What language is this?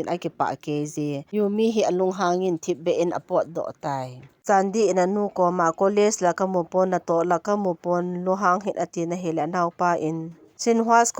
Thado Chin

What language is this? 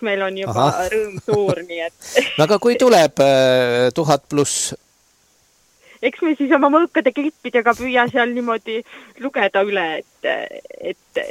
Estonian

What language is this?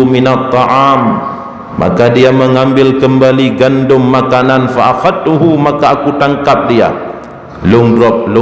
Achinese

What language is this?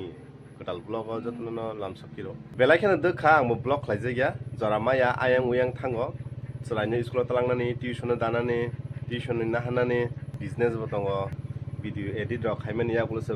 Kok Borok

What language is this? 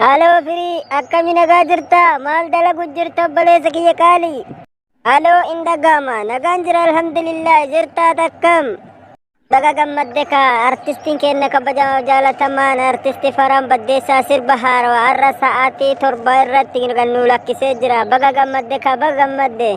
Oromo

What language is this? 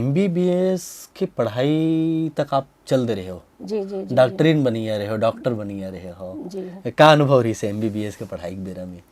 Chhattisgarhi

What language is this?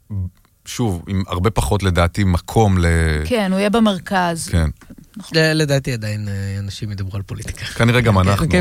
Hebrew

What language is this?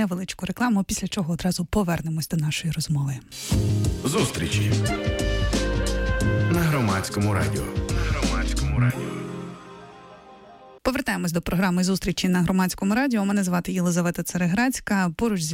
Ukrainian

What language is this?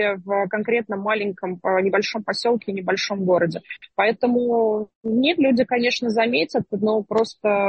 Russian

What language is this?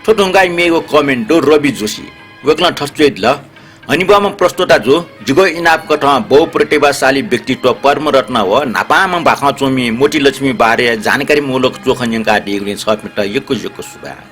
Newari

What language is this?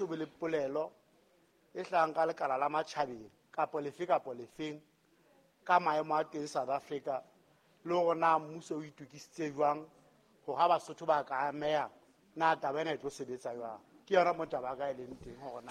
Southern Sotho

